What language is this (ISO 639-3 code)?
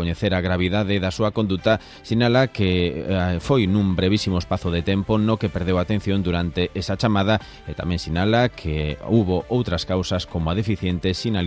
glg